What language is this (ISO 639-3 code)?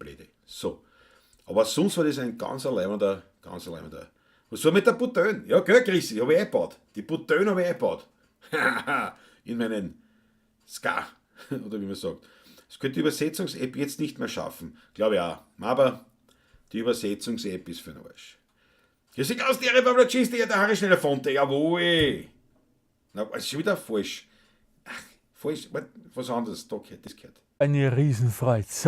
bar